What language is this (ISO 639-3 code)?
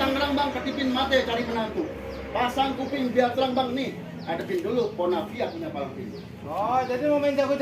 bew